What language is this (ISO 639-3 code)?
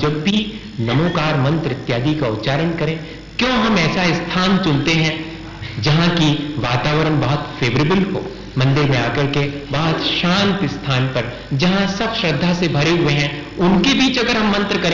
hin